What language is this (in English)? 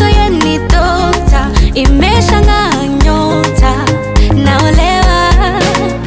Swahili